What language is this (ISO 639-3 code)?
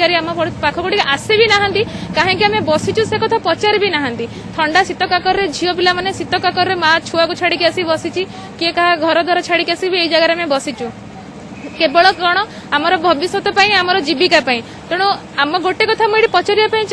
ori